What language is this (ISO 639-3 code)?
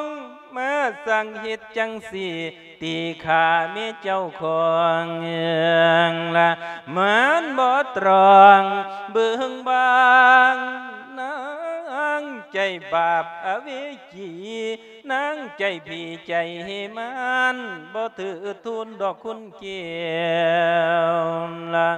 lao